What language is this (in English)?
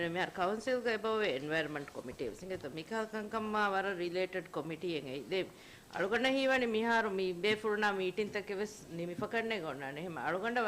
Divehi